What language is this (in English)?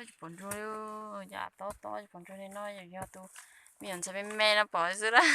Hmong